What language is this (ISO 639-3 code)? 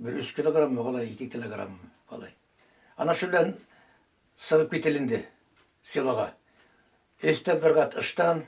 bak